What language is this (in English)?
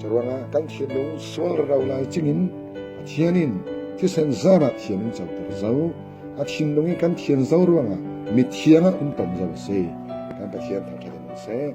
Falam Chin